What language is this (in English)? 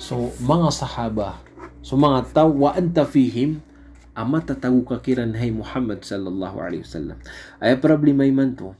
Maranao